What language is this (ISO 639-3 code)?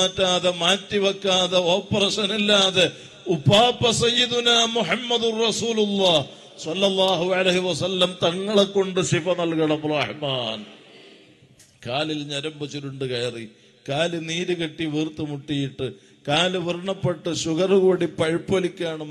mal